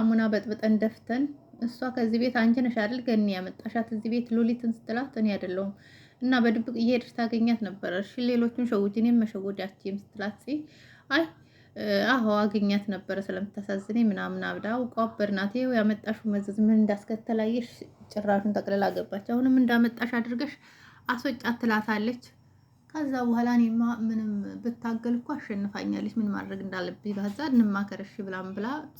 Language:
Amharic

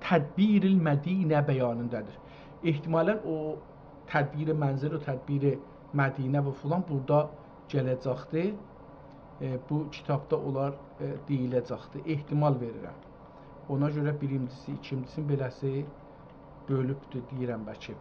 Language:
South Azerbaijani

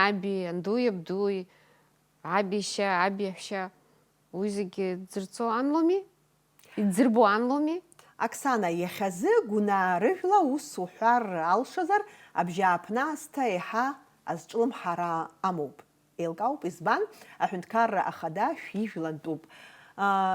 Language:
Abkhazian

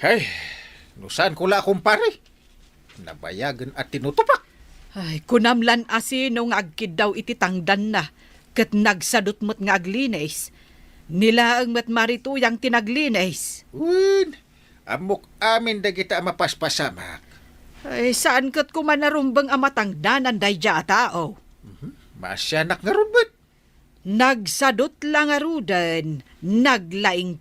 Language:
Iloko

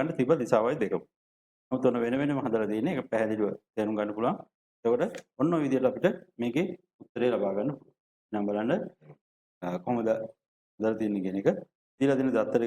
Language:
Sinhala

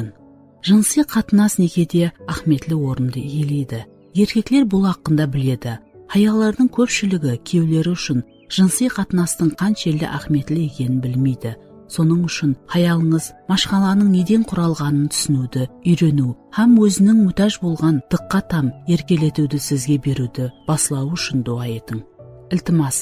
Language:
Kara-Kalpak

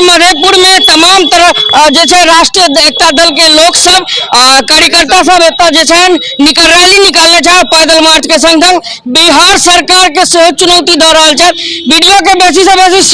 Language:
Maithili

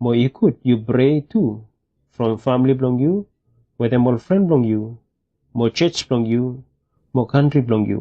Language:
Bislama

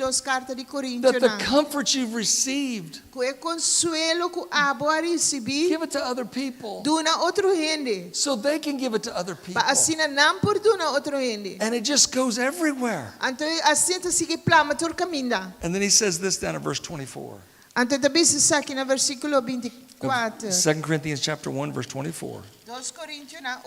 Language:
Papiamento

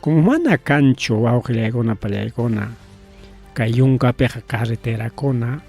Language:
Ayacucho Quechua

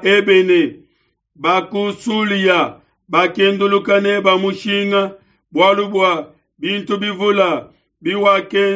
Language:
Luba-Lulua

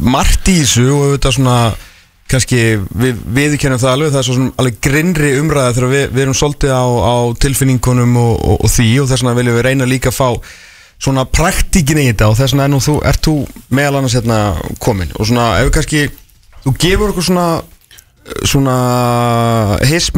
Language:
Icelandic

